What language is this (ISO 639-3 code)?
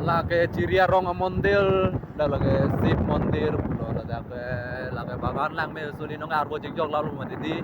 mjw